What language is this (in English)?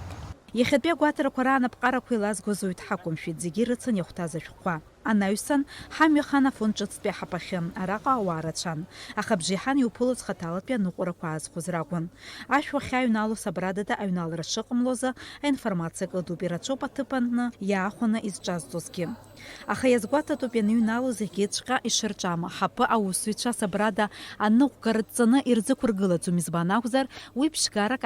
Abkhazian